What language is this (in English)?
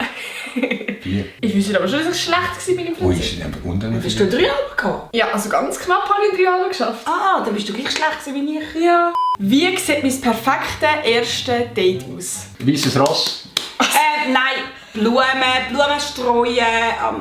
Swiss German